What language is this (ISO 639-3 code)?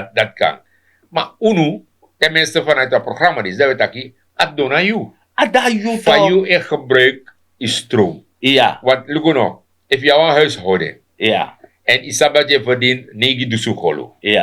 srn